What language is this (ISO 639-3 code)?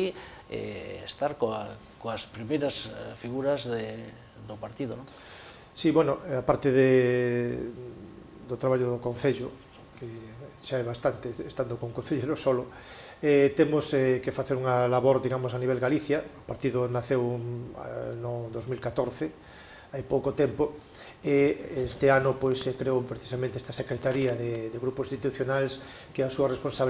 glg